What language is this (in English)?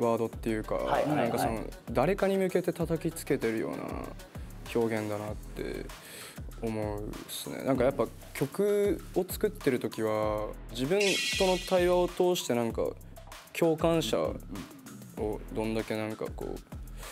Japanese